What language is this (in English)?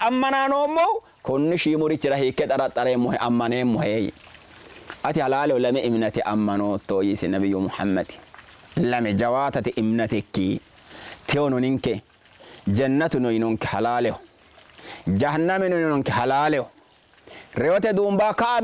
Sidamo